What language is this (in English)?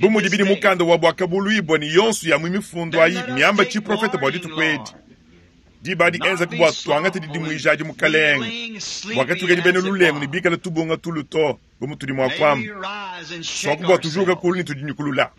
Luba-Lulua